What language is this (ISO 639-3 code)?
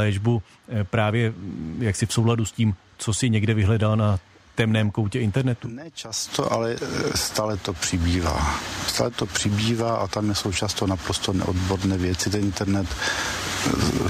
ces